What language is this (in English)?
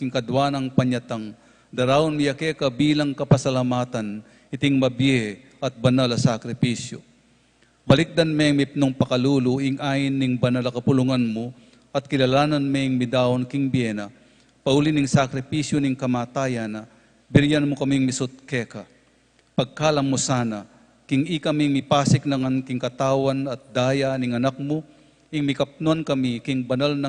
Pampanga